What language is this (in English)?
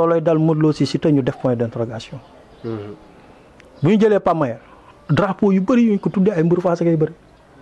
Wolof